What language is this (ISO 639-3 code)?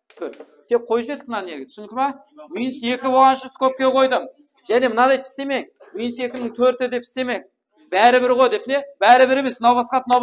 kaa